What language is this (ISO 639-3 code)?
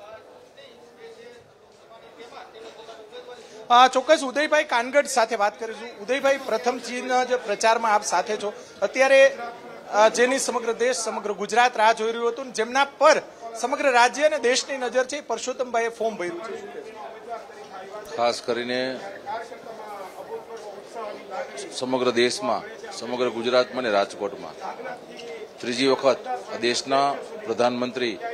guj